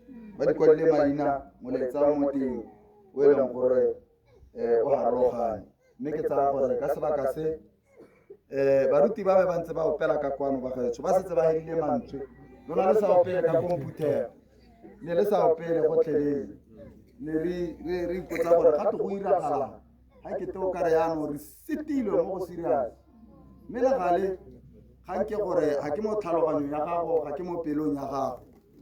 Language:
Tswana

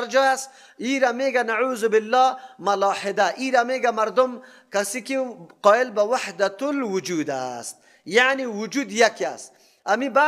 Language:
Persian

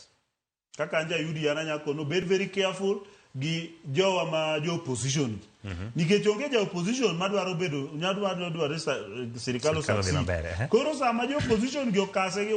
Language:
Luo (Kenya and Tanzania)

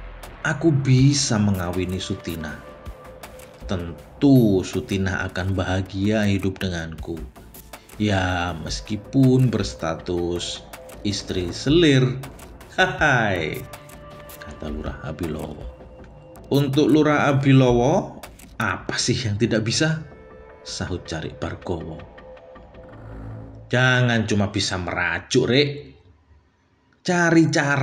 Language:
Indonesian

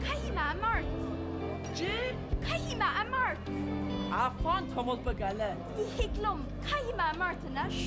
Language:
Irish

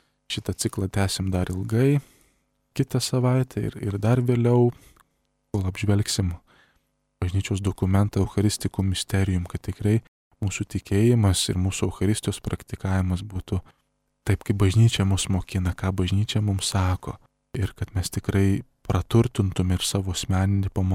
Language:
Lithuanian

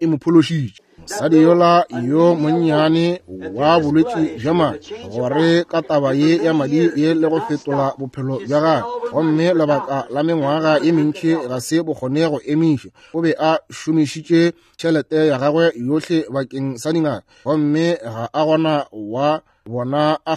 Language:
Northern Sotho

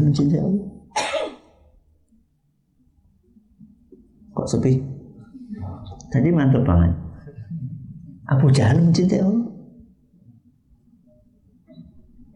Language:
Indonesian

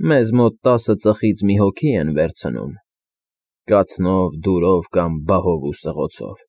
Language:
Armenian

